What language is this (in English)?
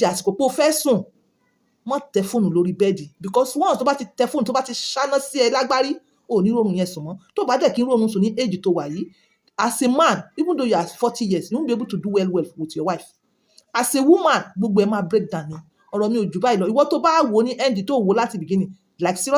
Yoruba